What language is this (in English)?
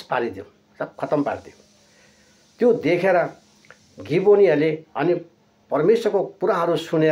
Nepali